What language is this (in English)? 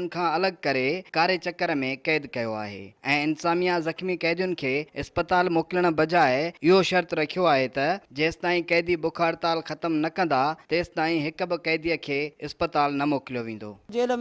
Sindhi